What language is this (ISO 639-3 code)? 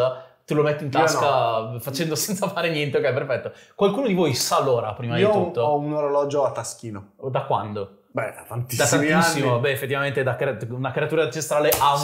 ita